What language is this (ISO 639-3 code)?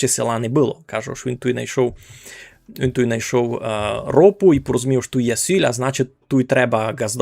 rue